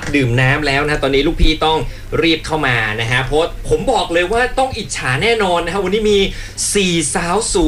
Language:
Thai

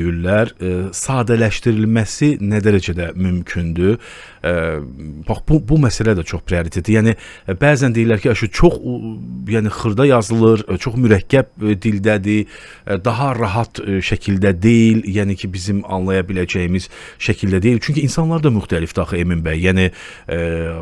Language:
Azerbaijani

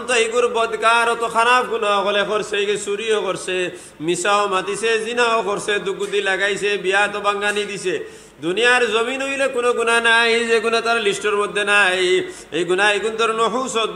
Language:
Sylheti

